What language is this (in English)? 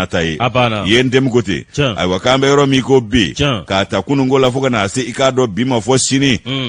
Bambara